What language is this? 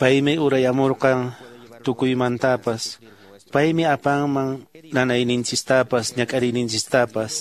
Quechua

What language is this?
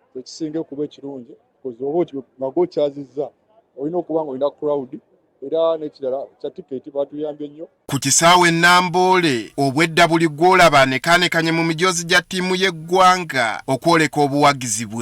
Ganda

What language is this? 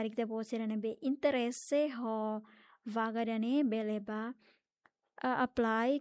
Tetum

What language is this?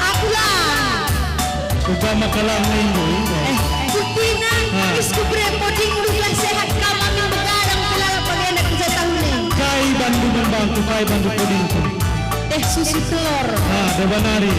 Batak Karo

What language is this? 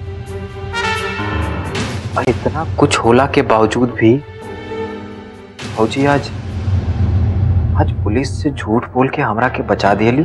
Bhojpuri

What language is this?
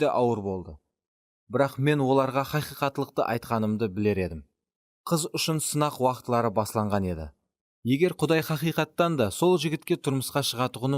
Kara-Kalpak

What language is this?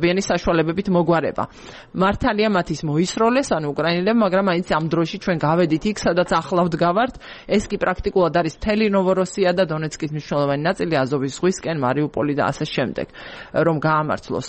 Georgian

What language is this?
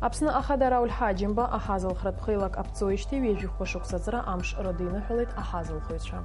Abkhazian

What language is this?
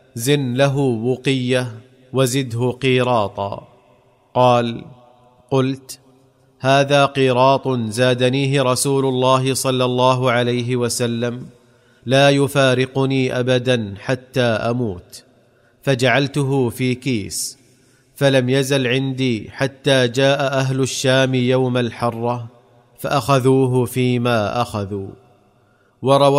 Arabic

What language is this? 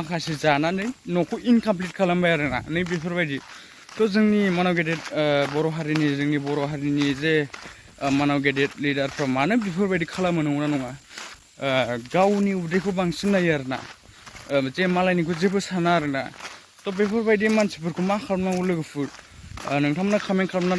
Bodo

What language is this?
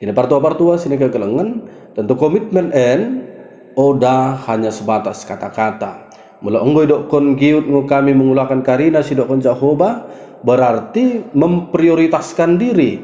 Batak Dairi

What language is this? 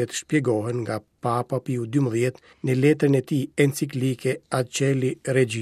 Albanian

